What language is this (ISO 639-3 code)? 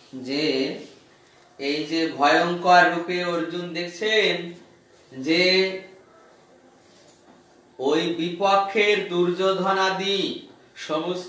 ben